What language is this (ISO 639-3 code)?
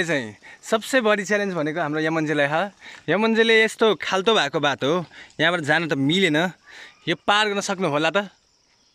nep